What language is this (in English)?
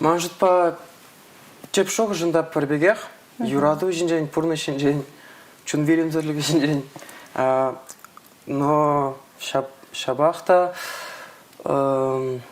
Chuvash